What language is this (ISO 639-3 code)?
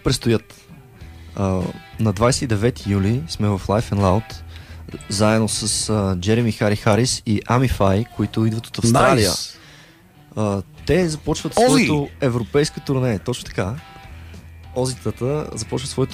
bul